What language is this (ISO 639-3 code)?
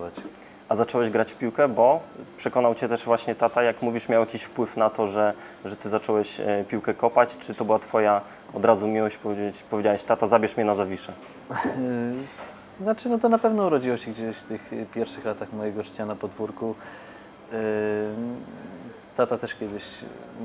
pol